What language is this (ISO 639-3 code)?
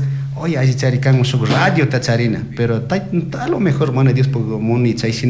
qug